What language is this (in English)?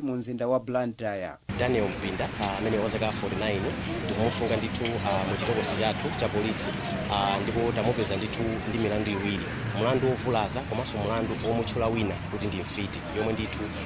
Nyanja